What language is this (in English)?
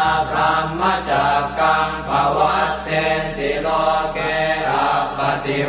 Pali